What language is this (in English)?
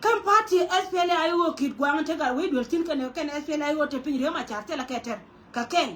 Nuer